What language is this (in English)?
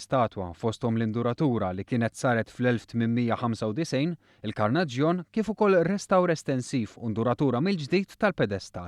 Maltese